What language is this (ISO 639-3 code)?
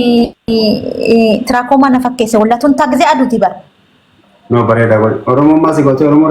orm